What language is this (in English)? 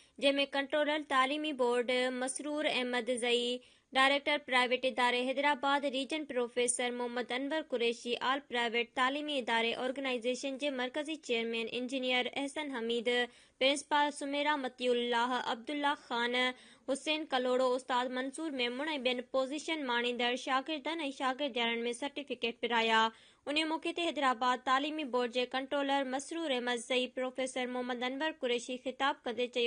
Sindhi